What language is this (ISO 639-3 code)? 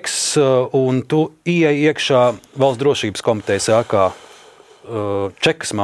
lav